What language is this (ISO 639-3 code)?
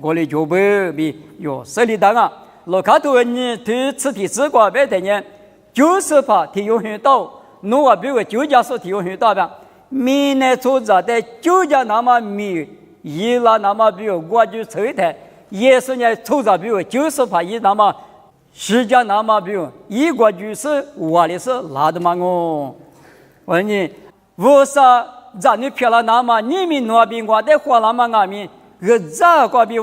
lis